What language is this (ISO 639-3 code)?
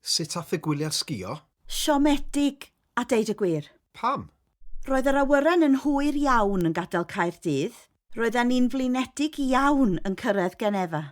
cym